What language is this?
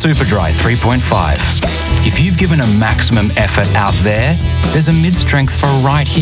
English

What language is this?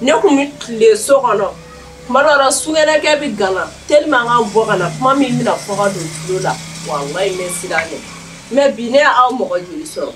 Bambara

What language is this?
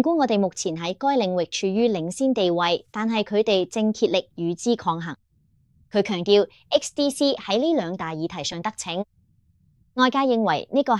Cantonese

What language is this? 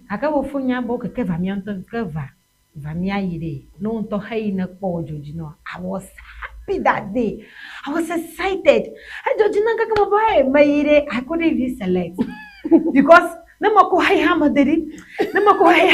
Ewe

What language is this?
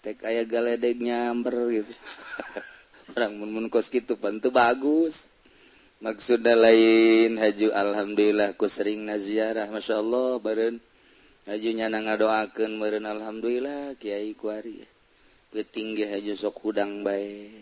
Sundanese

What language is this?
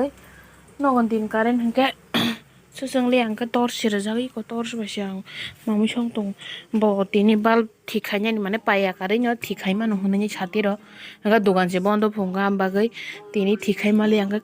Kok Borok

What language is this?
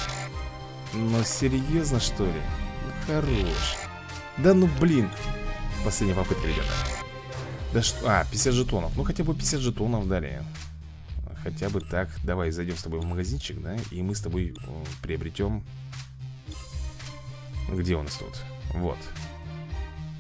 Russian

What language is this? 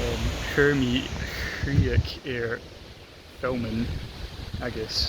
Scottish Gaelic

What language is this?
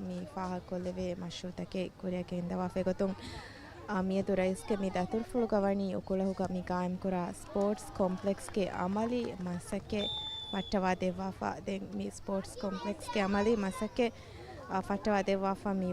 Divehi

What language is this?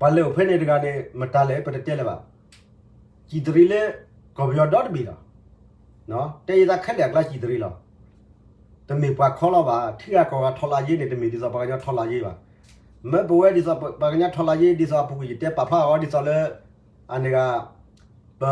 S'gaw Karen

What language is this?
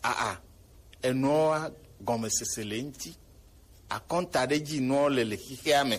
Gen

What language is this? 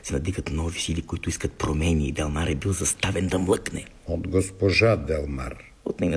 Bulgarian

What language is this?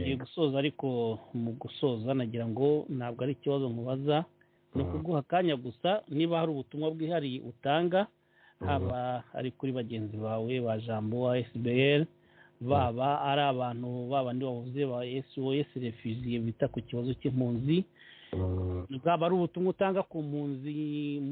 Kinyarwanda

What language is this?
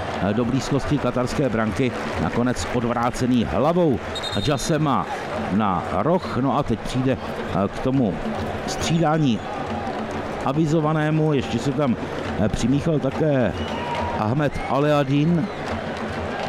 Czech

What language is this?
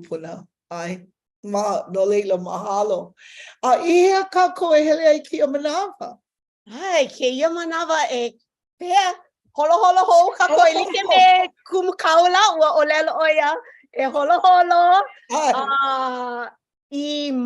Hawaiian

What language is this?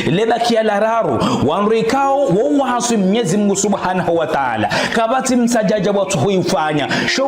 Ngazidja Comorian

